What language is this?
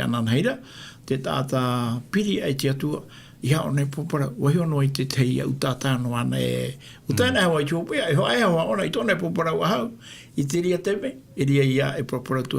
Tahitian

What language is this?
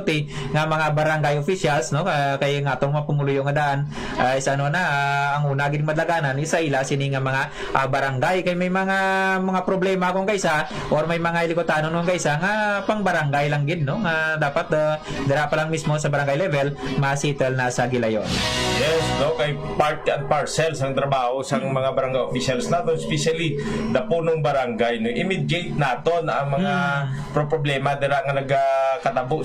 Hiligaynon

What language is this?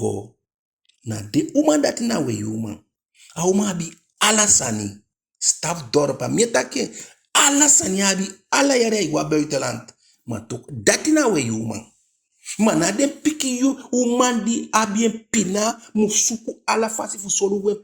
Eastern Maroon Creole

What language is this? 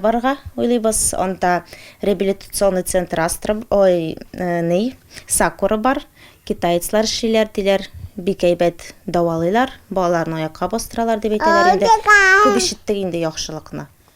Tatar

